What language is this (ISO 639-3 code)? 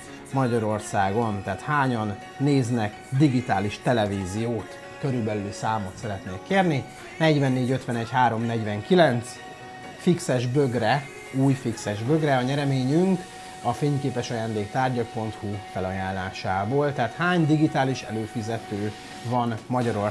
hun